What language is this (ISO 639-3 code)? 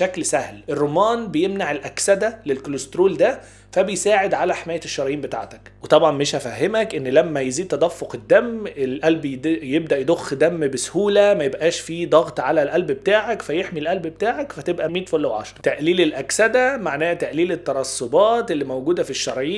arz